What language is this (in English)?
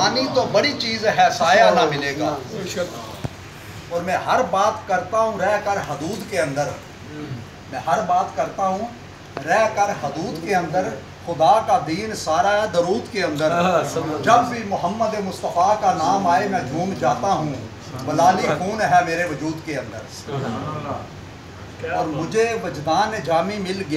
Urdu